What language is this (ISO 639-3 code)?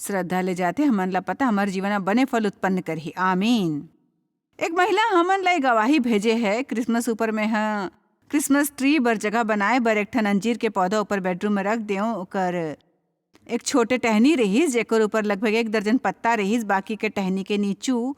hne